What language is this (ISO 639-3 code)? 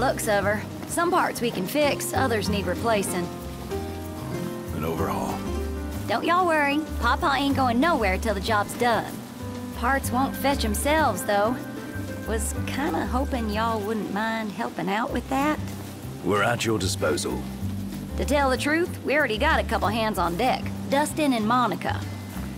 eng